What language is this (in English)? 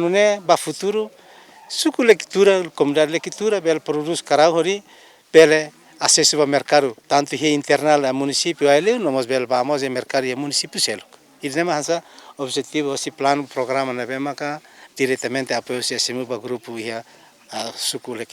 Tetum